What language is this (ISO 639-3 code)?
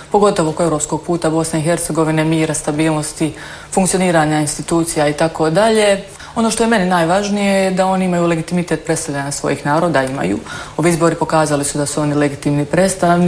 hrv